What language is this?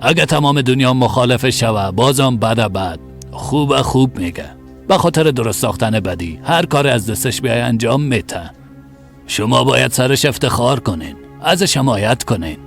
Persian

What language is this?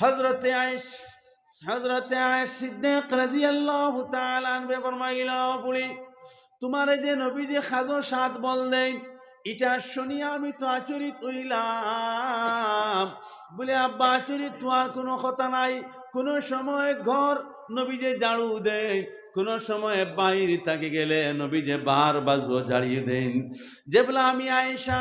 Sylheti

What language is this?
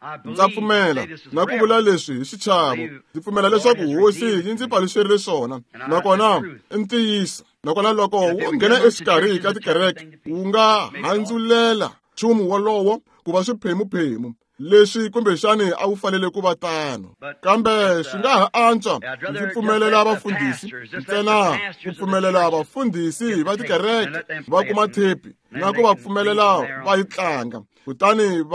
Tsonga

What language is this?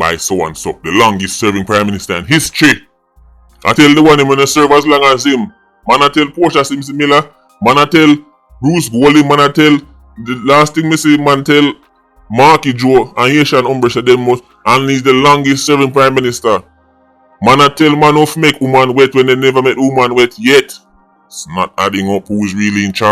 Jamaican Creole English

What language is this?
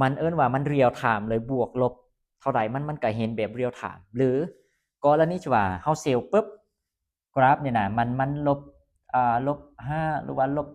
Lao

